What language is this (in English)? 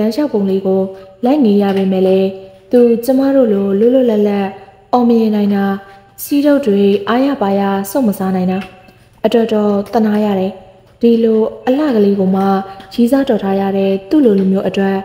Burmese